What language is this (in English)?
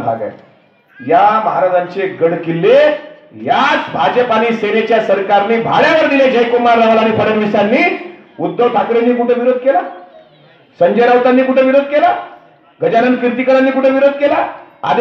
Marathi